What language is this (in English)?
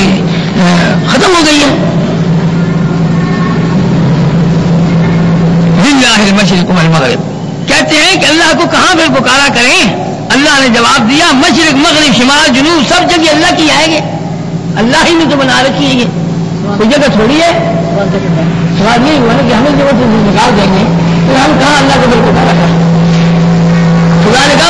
Urdu